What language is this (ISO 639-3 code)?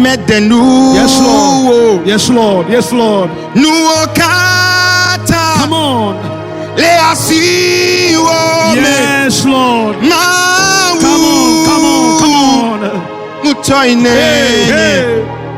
ewe